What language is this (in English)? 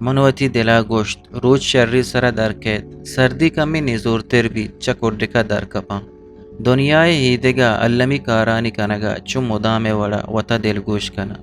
Eastern Balochi